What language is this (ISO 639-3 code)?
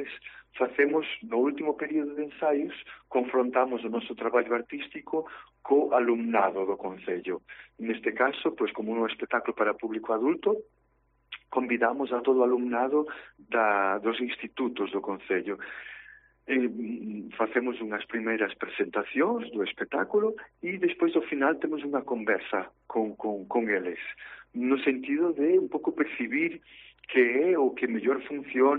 glg